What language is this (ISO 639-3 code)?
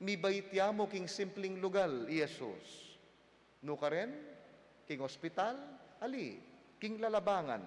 pam